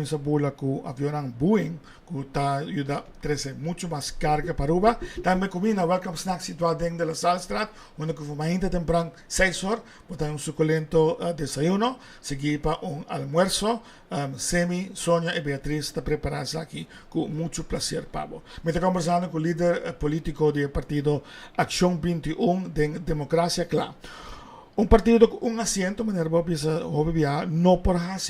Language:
Papiamento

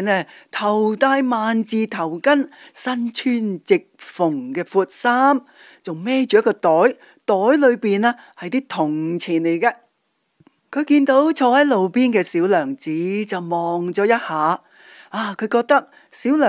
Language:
Cantonese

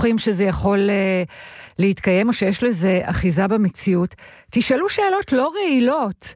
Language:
Hebrew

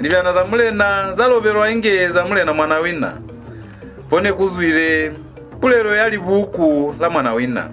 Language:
Lozi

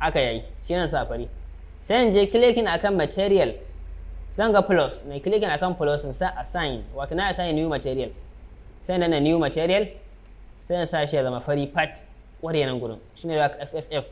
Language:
Hausa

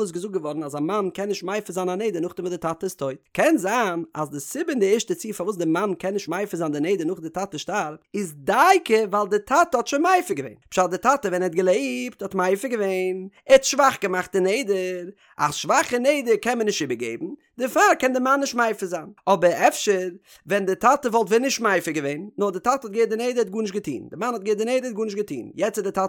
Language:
Yiddish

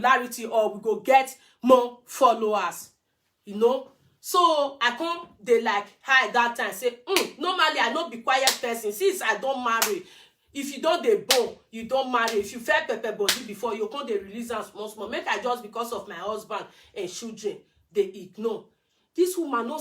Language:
Nigerian Pidgin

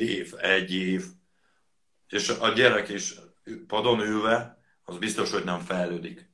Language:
Hungarian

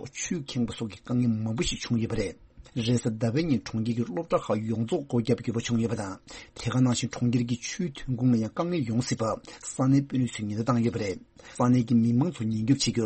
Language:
Tibetan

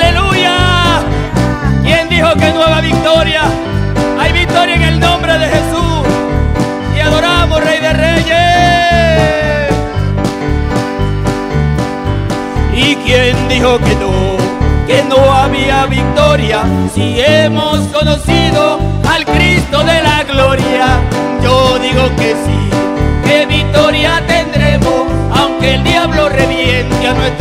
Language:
Spanish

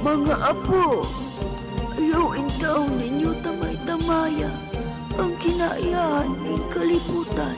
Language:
Cebuano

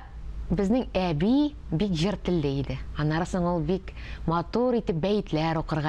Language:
Tatar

